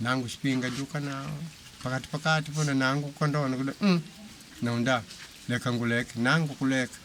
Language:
Makonde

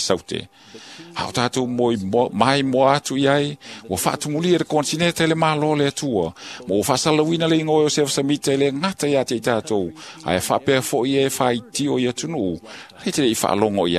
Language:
Samoan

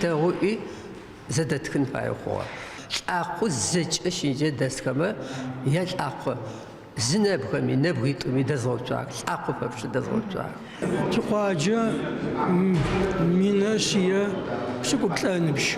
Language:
Adyghe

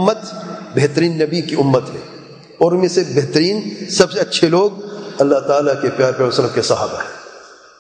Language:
Urdu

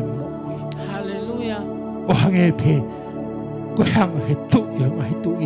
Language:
Tongan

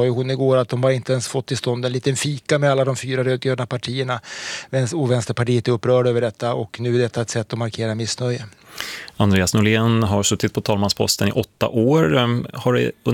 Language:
Swedish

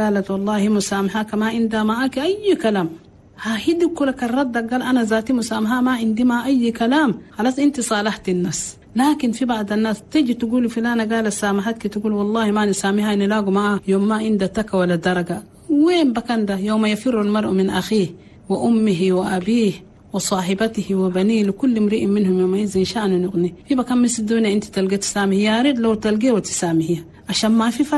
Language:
Chadian Arabic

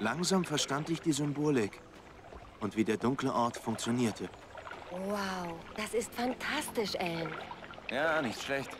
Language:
Bavarian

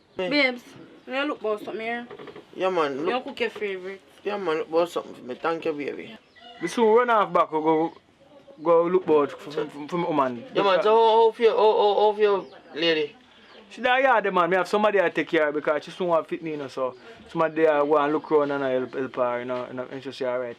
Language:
Jamaican Creole English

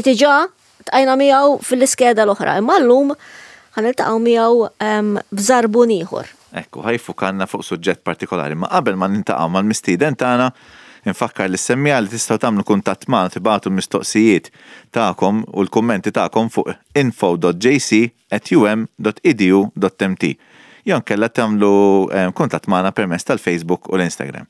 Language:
Maltese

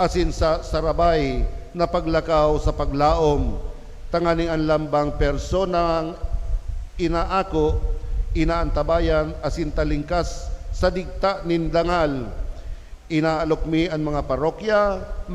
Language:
Bikol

